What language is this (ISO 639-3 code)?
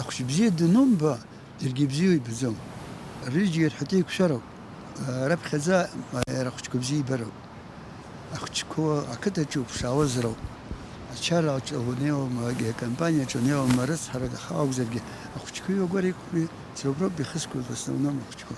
abk